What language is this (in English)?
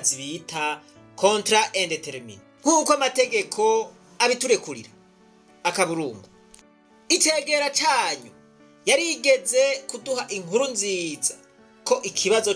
Rundi